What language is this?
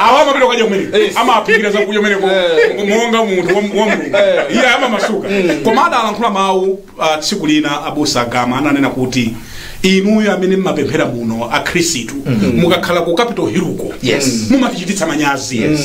Nyanja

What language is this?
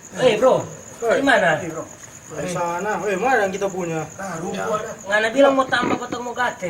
Manado Malay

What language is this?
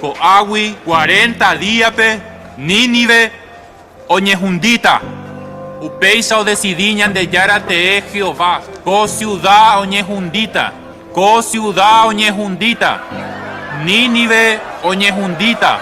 Guarani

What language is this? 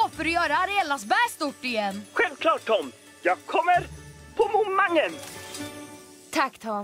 Swedish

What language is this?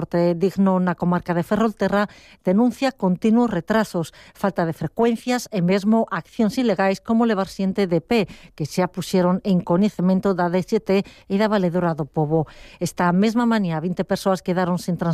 Galician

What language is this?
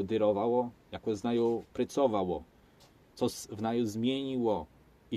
Kashubian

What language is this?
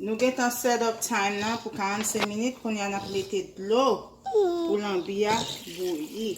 Haitian Creole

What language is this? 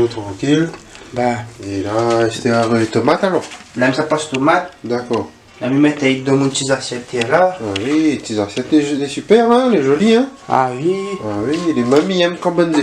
Réunion Creole French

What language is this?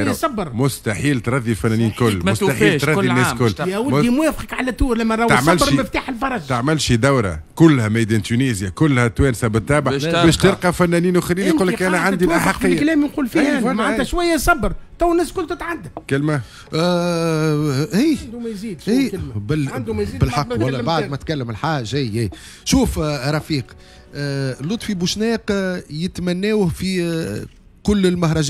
Tunisian Arabic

